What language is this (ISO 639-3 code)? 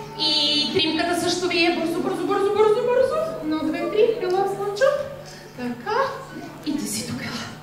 bul